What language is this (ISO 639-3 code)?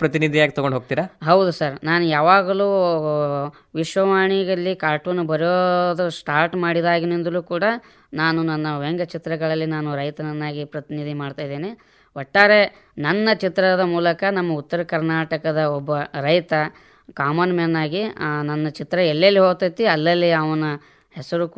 kan